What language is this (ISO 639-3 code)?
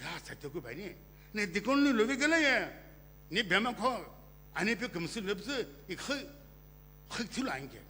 nsm